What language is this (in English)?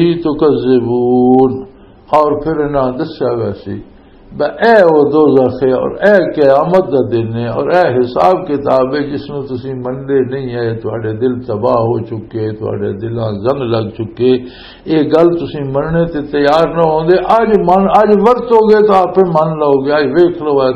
Western Panjabi